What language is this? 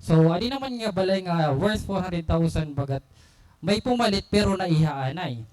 Waray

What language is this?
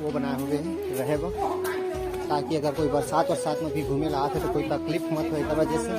Chhattisgarhi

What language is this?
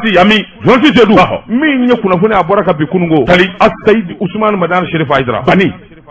Bambara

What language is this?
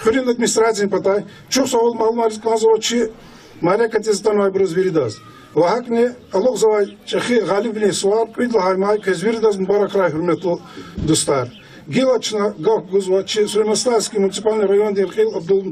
Lezghian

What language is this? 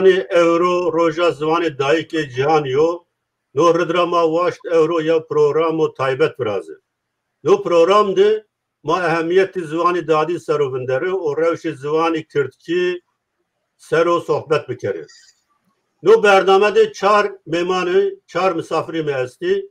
Zaza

